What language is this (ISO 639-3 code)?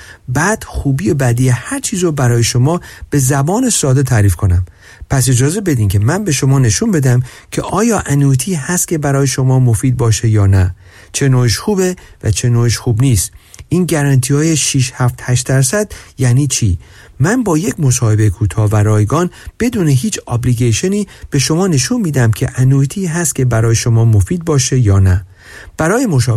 fas